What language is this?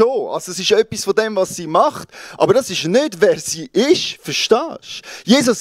Swiss German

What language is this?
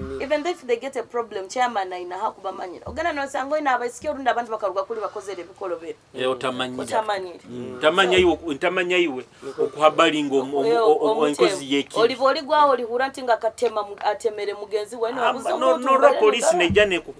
Nyoro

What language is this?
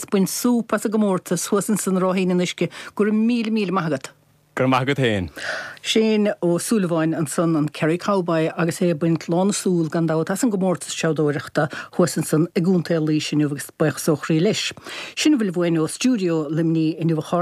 Irish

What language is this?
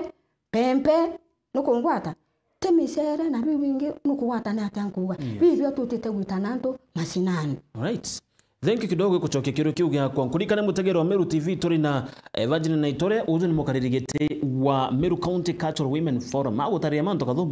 Meru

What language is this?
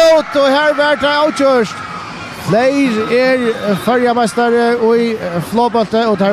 Faroese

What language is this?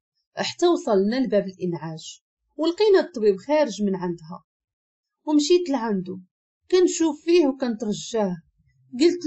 Moroccan Arabic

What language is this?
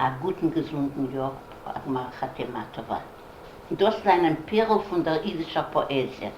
Yiddish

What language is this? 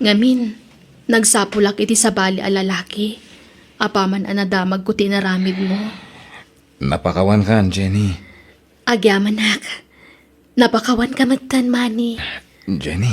Iloko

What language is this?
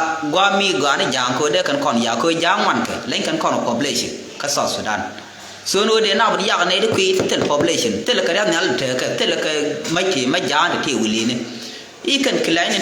Nuer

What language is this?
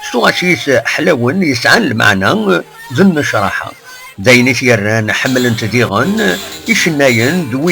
Kabyle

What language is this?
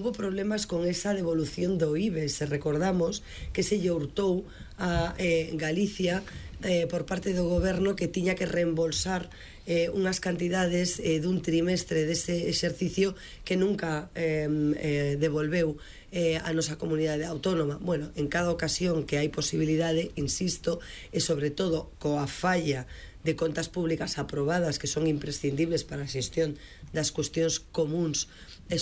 Galician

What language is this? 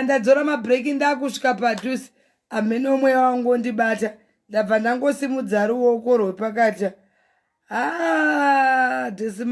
Shona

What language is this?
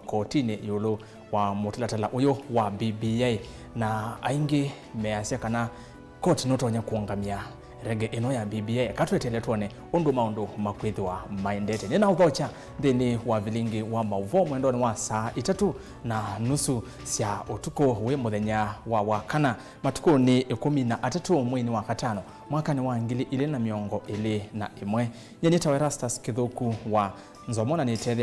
Kamba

